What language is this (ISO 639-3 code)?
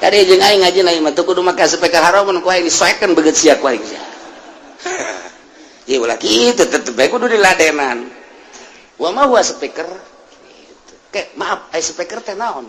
sun